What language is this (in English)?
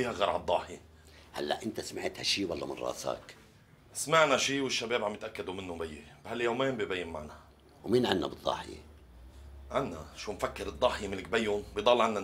North Levantine Arabic